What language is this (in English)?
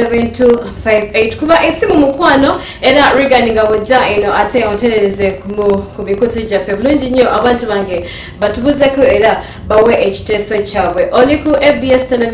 Ganda